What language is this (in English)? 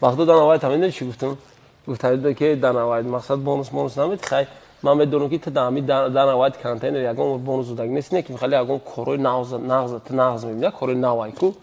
Tajik